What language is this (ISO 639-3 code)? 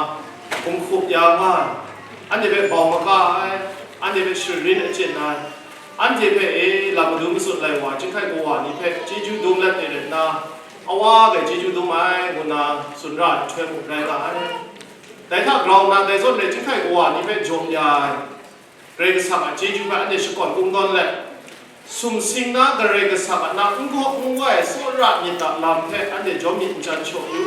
kac